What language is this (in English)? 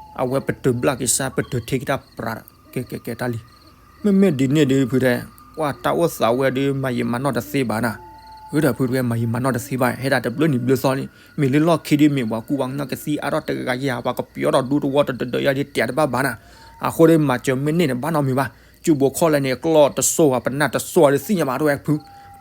S'gaw Karen